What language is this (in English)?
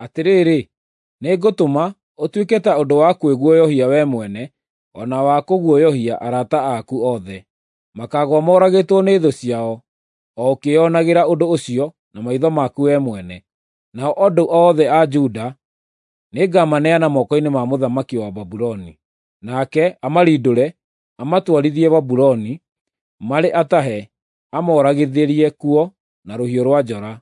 Kikuyu